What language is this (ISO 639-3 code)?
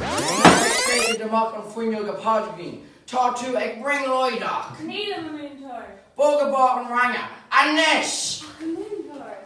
gle